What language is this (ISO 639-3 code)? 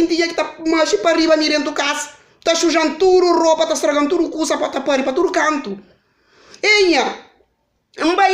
kea